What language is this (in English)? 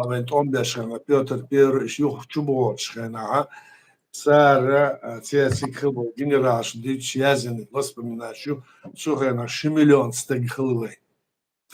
Chechen